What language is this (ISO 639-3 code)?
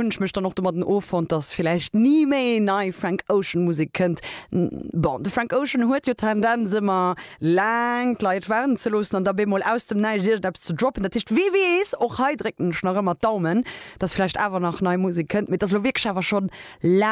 ltz